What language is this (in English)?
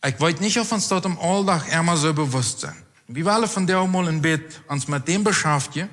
Plautdietsch